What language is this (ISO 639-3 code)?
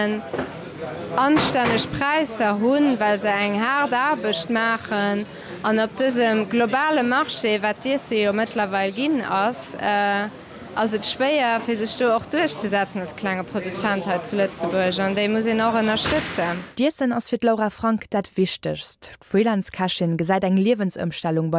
ltz